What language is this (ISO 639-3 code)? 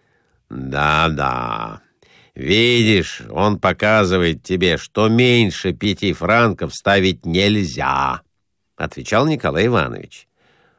rus